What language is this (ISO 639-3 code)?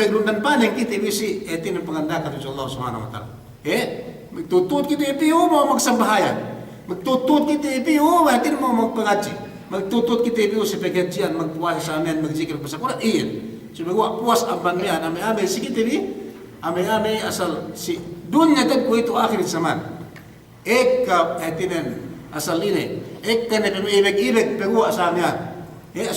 yka